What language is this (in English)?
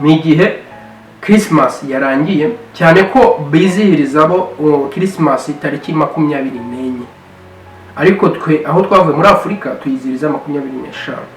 Kinyarwanda